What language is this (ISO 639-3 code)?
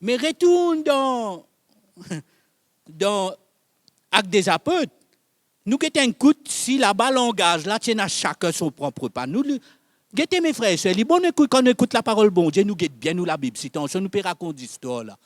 mfe